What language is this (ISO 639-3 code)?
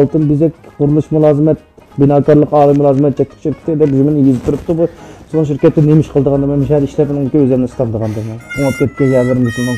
uig